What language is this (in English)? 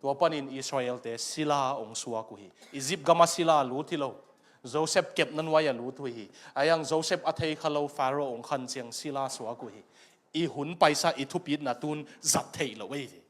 Tedim Chin